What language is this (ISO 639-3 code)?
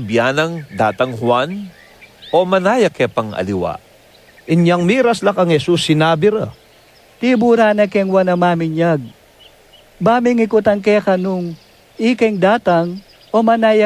pam